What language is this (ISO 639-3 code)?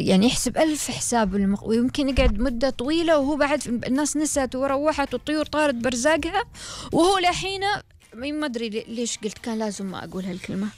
afb